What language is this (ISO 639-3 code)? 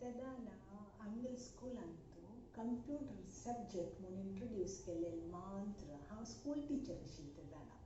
kok